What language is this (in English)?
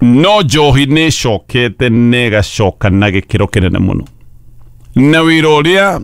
Kikuyu